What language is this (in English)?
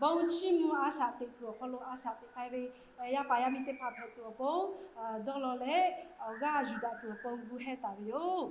Lahu